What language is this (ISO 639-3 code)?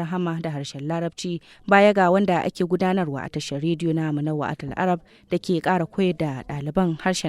hau